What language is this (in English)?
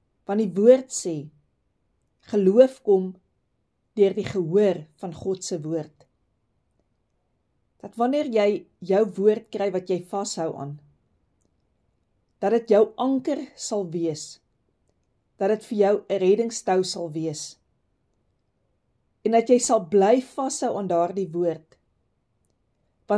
Afrikaans